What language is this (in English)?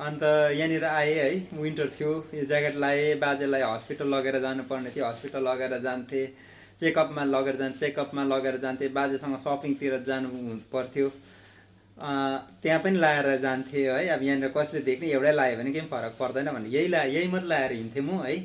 Nepali